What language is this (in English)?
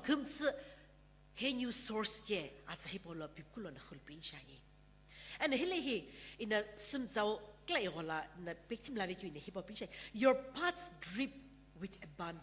Sumi Naga